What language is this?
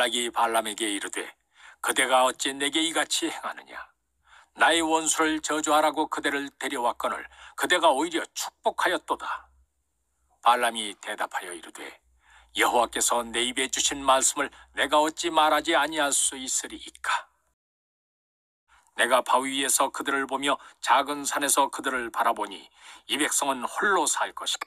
Korean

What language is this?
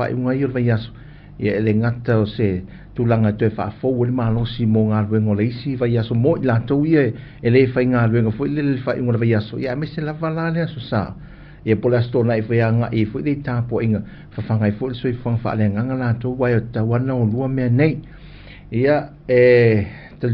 Samoan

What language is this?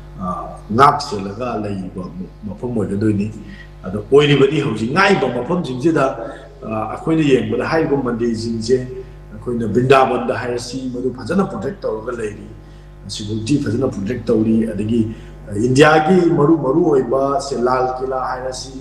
Manipuri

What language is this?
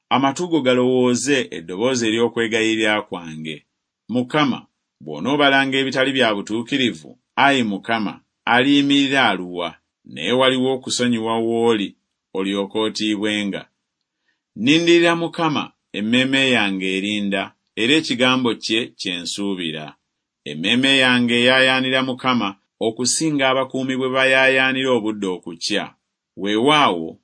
Ganda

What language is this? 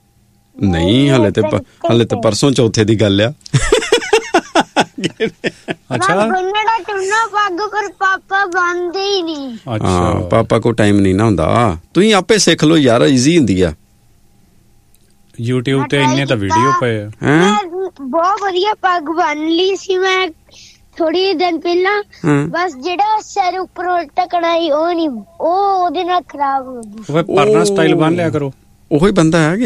Punjabi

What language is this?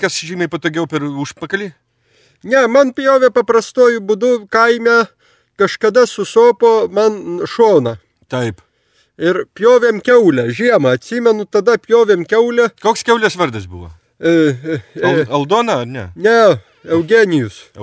Lithuanian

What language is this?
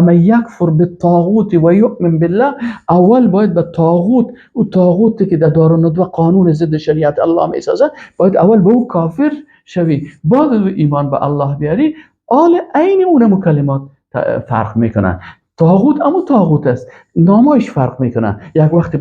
Persian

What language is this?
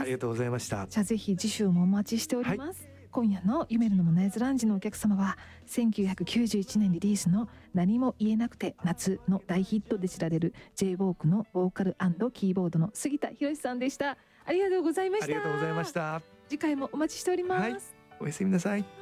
Japanese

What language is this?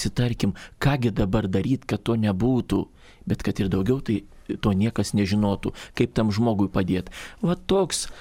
Lithuanian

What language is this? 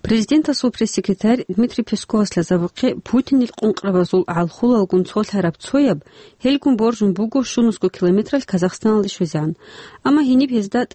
Avaric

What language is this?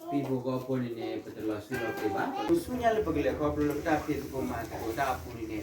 S'gaw Karen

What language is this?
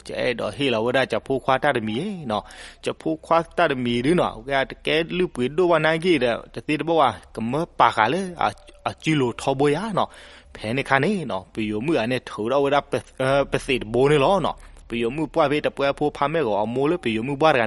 S'gaw Karen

